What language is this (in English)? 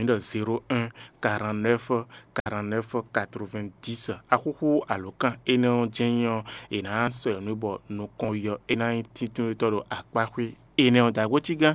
Fon